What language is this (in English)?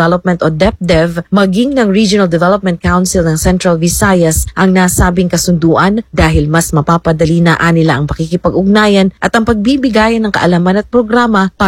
Filipino